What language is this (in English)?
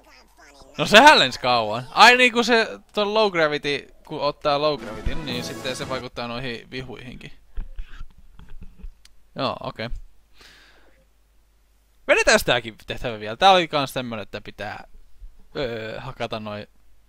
Finnish